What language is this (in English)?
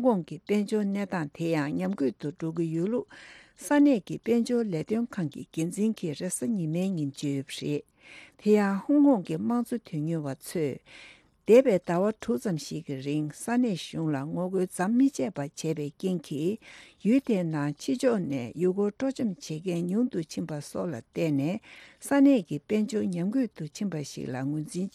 Tibetan